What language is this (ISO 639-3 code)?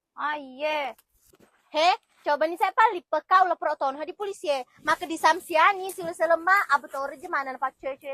bug